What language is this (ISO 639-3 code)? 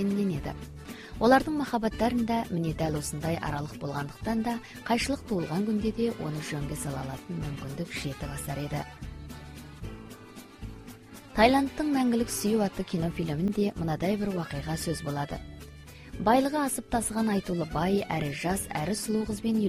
kaz